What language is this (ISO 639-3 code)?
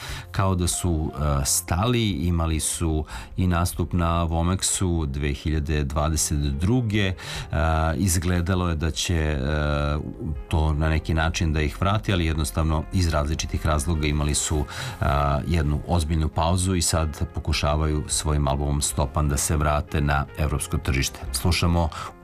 srp